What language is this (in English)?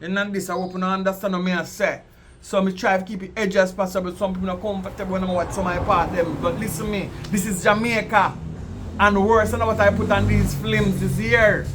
Jamaican Creole English